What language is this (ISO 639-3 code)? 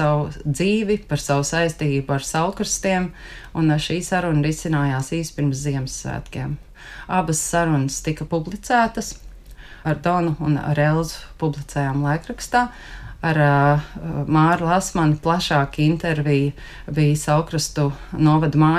lav